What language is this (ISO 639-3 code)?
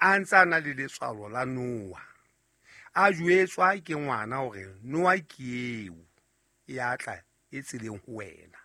sot